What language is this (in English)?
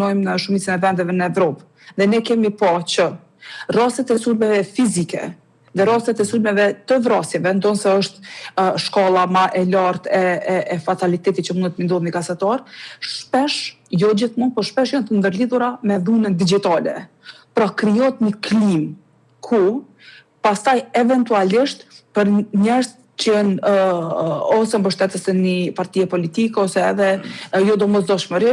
Albanian